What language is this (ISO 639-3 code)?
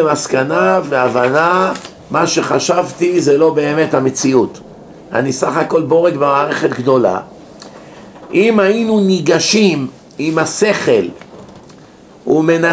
heb